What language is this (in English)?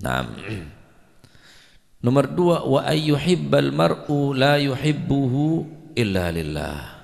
Madurese